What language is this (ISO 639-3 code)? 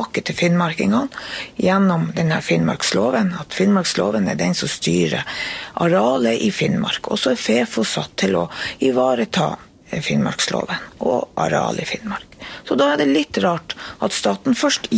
nor